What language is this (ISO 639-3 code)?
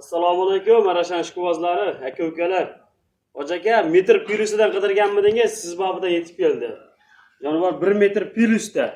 uzb